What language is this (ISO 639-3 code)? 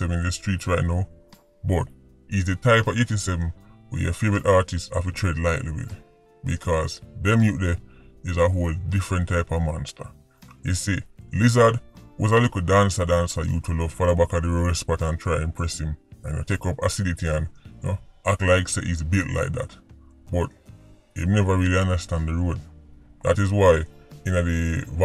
jam